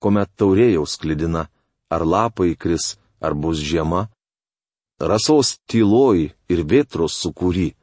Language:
Lithuanian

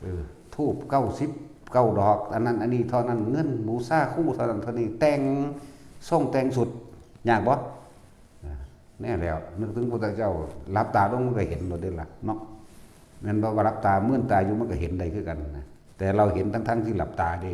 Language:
Northeastern Thai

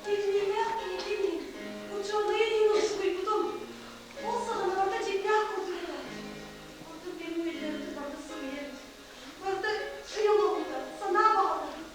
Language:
Yakut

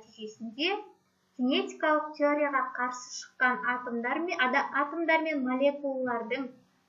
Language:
Kazakh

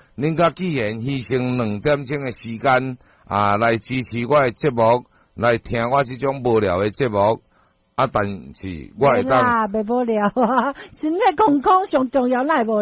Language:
Min Nan Chinese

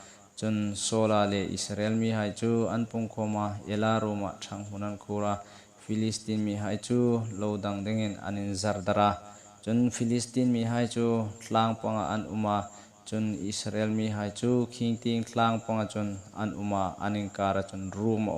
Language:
Hmar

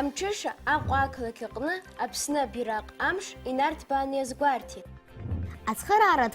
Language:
Abkhazian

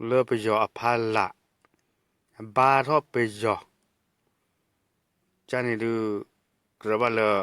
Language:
S'gaw Karen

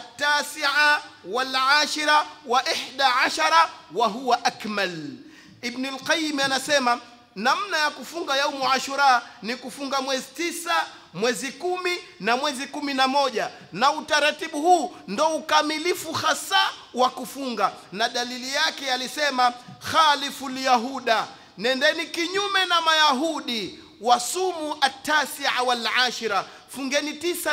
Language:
Swahili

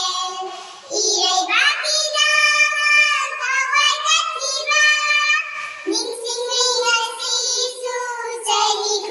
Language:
Manipuri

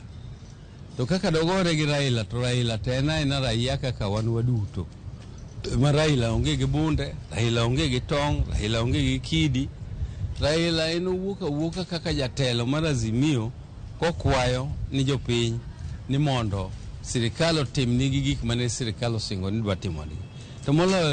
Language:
Luo (Kenya and Tanzania)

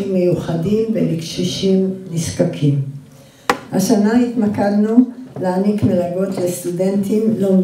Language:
Hebrew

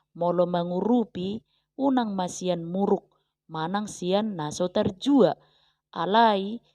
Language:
Batak Toba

